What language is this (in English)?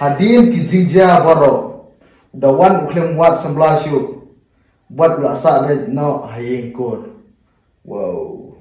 Khasi